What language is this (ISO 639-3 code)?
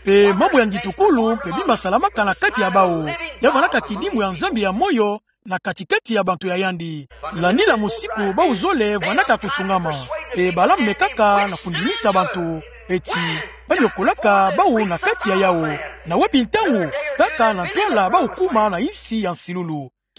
ktu